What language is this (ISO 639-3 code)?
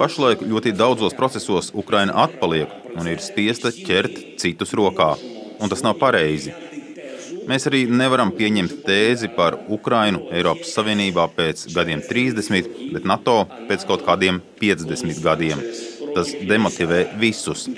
lav